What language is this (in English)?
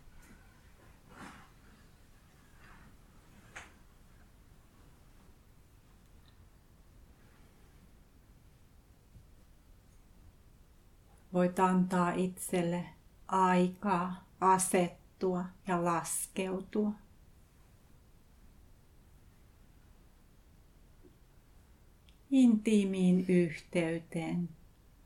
Finnish